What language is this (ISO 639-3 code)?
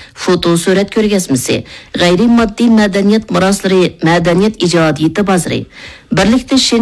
uig